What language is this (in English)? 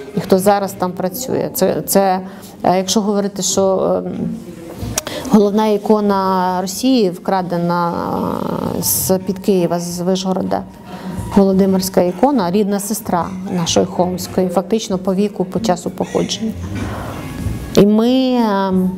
Ukrainian